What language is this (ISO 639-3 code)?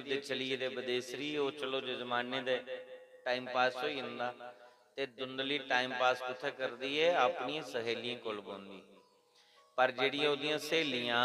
doi